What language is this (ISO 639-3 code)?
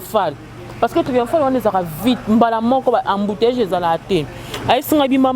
lin